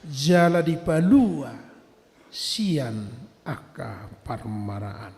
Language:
Batak Toba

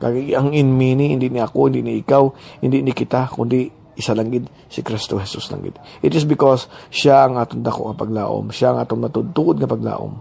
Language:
Hiligaynon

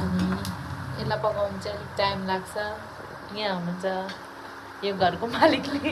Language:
Nepali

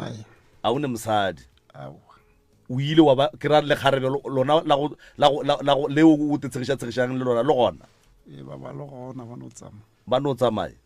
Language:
Northern Sotho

